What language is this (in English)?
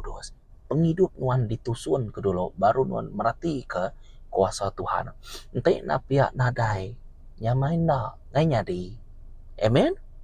Iban